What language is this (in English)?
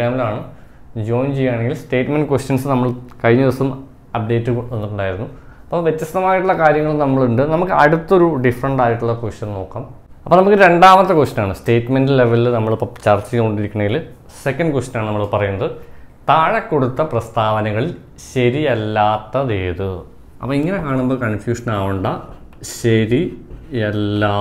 Malayalam